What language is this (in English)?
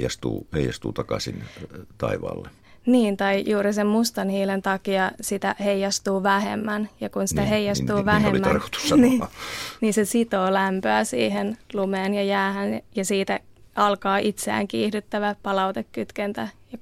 Finnish